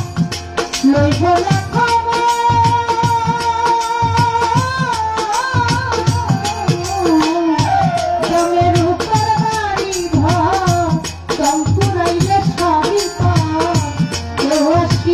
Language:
Bangla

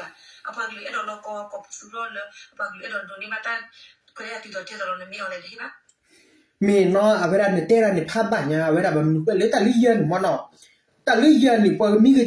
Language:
S'gaw Karen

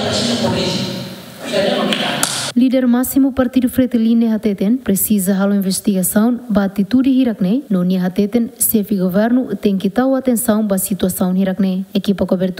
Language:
Tetum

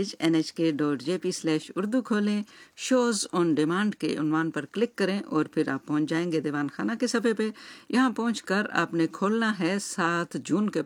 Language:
Urdu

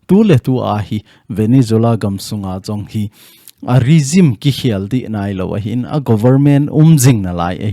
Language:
Thado Chin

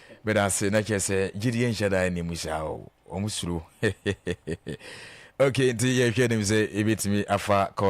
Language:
Akan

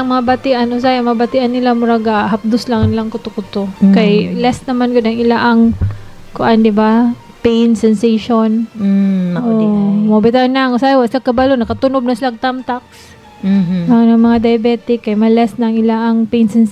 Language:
Cebuano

